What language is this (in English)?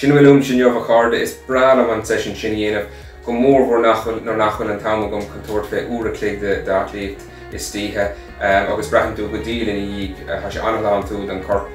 Irish